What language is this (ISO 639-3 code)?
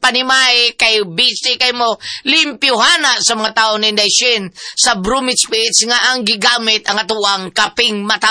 ceb